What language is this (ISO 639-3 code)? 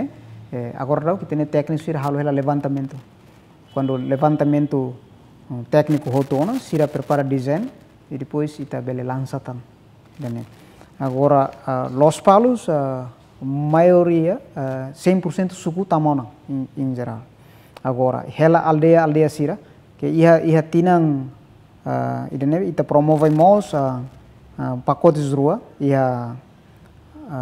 tet